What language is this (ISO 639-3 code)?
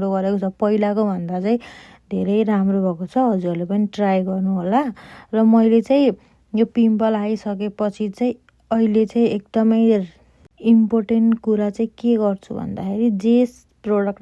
nep